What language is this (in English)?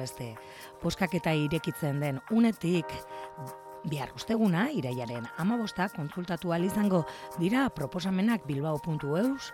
Basque